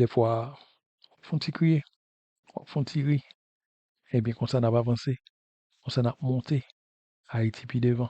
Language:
Haitian Creole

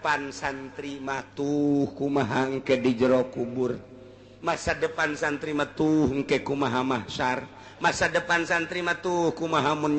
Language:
Sundanese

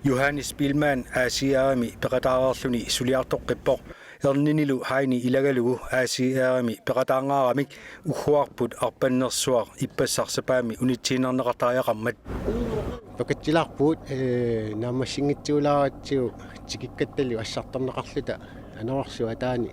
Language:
Kalaallisut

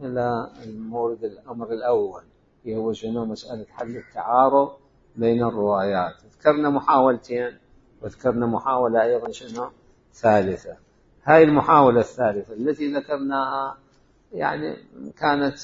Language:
Mesopotamian Arabic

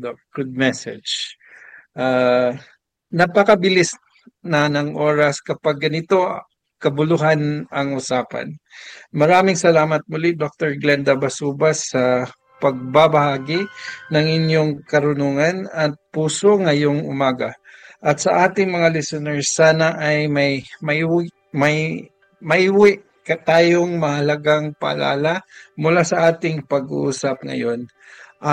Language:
Filipino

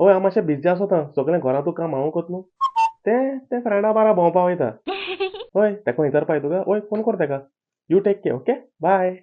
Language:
Konkani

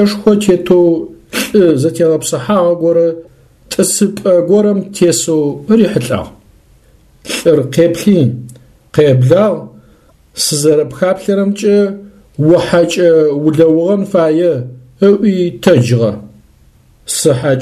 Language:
Adyghe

